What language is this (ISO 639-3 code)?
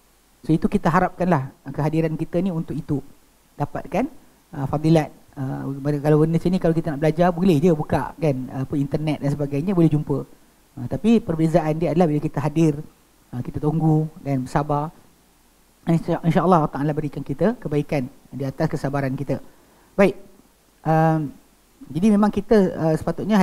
msa